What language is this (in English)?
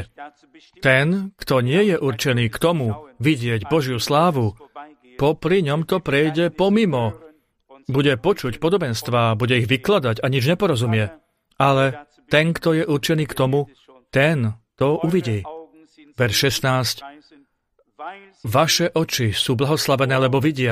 Slovak